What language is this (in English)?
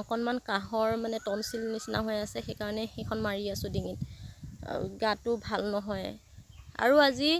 Assamese